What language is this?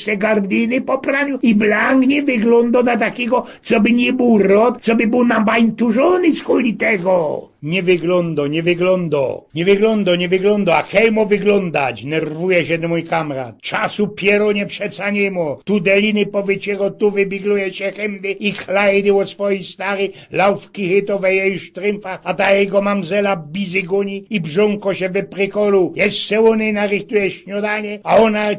Silesian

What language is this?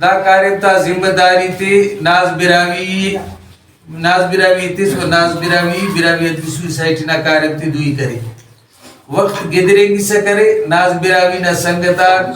Brahui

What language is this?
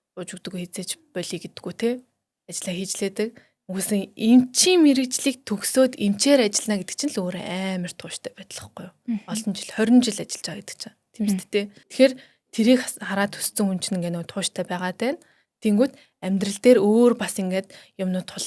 Mongolian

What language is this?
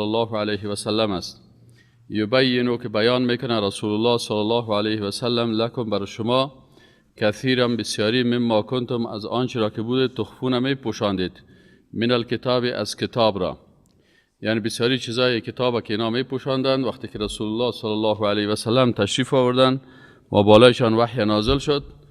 Persian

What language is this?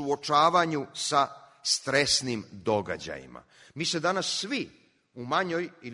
Serbian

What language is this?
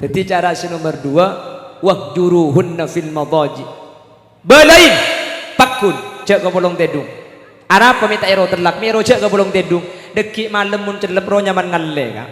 Madurese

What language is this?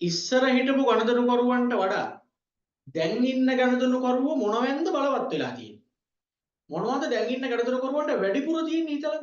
Sinhala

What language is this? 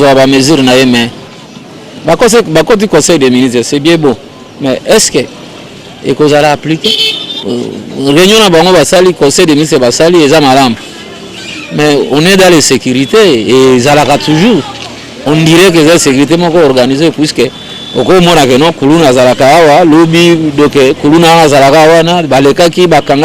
Lingala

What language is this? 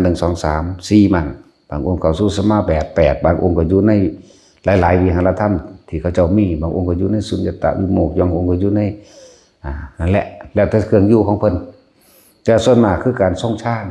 Northeastern Thai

